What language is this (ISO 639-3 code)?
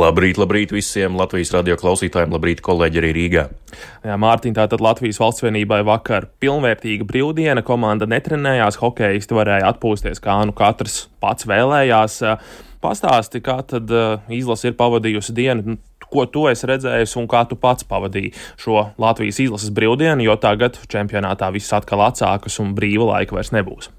lav